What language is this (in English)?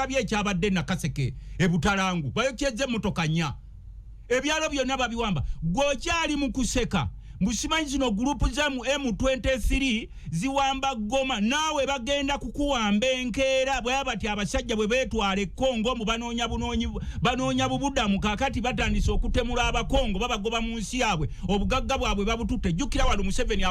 Ganda